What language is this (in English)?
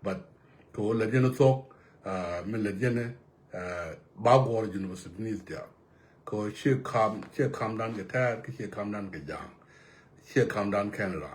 Nuer